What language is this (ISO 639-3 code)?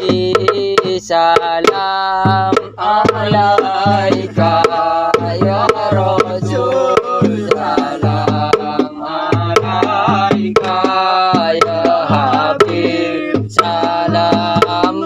mad